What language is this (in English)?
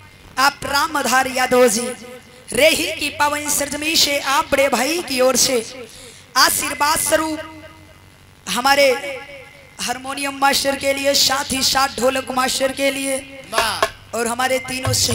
Bhojpuri